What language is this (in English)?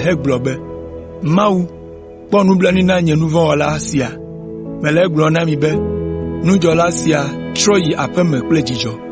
Ewe